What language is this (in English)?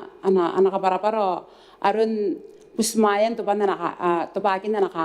Gilbertese